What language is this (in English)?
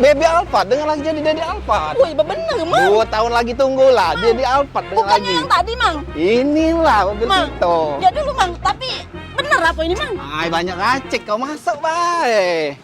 Musi